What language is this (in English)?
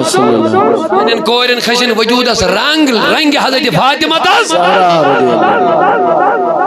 Kashmiri